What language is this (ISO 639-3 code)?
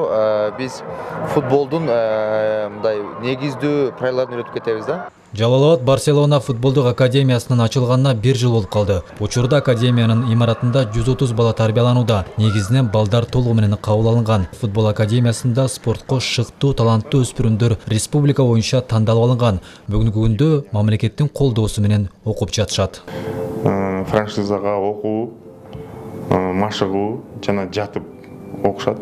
kir